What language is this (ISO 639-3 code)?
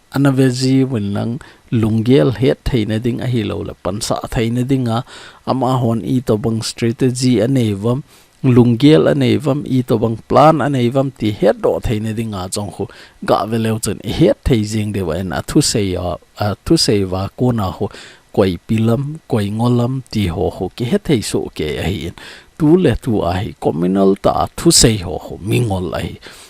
tcz